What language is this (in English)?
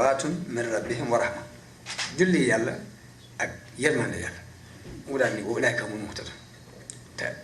Wolof